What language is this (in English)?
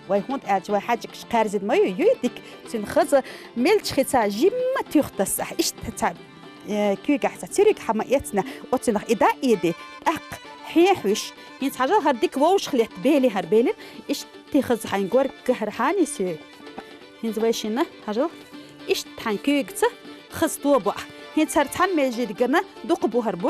Chechen